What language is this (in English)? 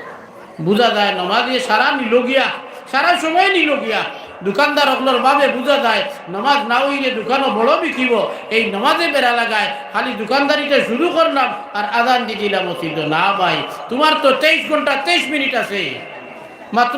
Sylheti